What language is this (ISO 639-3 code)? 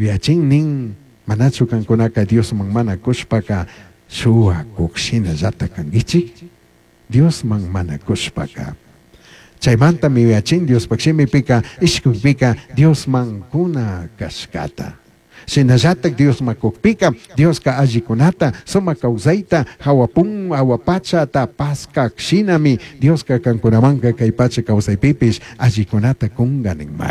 qug